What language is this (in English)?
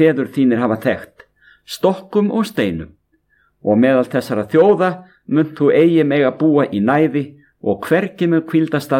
Icelandic